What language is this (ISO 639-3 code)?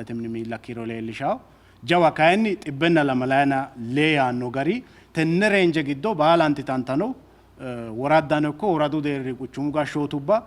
sid